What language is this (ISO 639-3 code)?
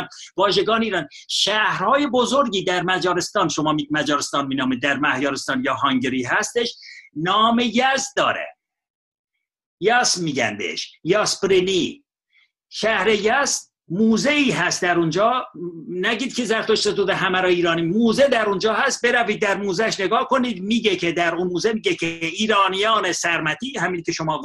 fas